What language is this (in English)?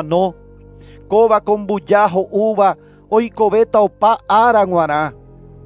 Guarani